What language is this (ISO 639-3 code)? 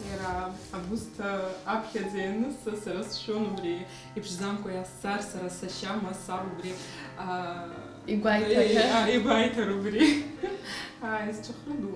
abk